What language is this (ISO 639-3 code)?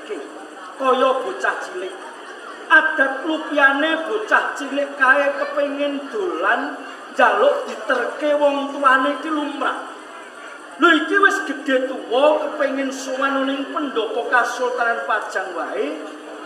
jav